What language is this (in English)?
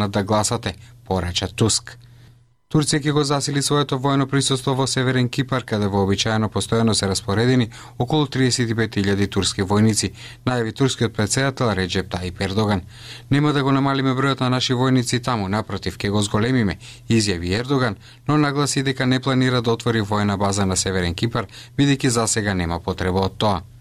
Macedonian